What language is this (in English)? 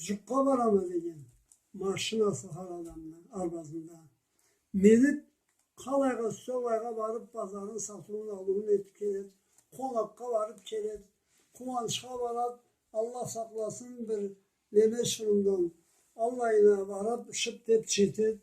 Karachay-Balkar